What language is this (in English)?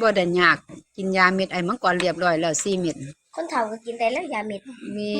Northeastern Thai